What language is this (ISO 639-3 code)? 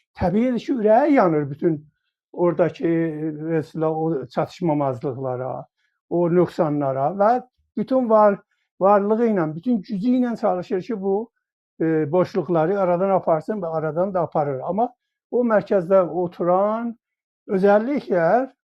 azb